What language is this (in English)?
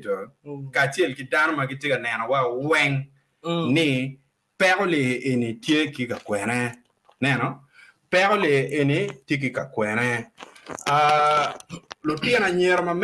Acoli